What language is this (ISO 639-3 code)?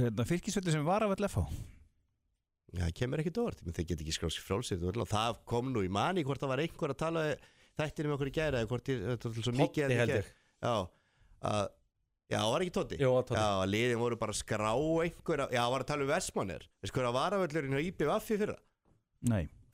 isl